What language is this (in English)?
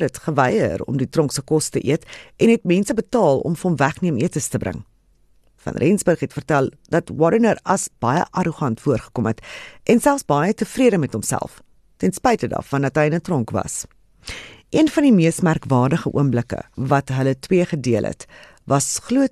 Afrikaans